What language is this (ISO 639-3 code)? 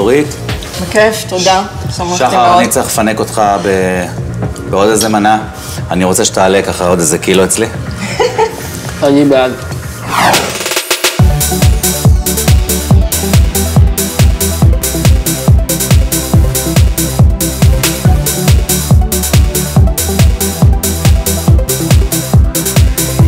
heb